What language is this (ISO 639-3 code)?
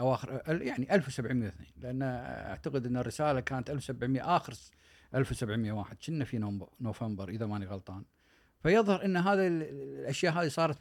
afb